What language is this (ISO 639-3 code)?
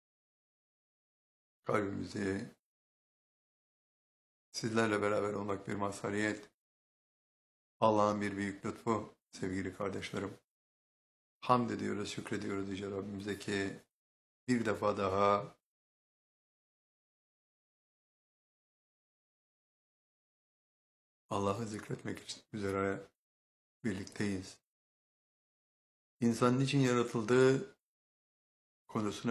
tur